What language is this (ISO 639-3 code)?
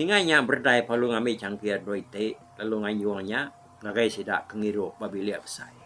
iba